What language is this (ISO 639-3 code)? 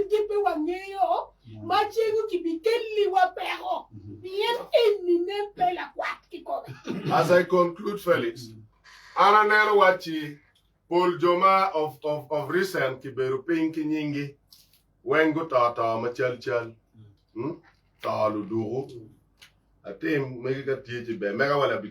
ach